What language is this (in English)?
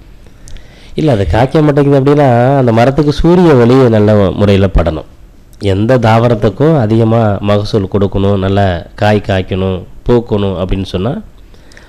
Tamil